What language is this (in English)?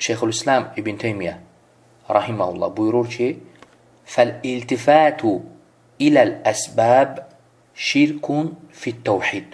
Azerbaijani